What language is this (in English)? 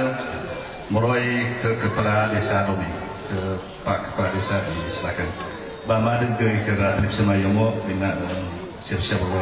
Nias